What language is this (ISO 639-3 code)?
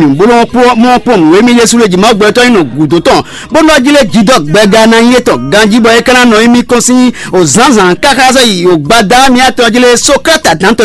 fon